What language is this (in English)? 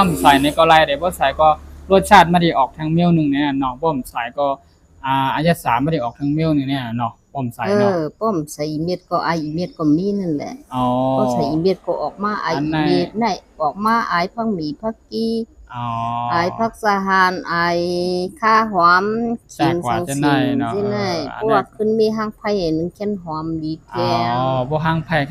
Shan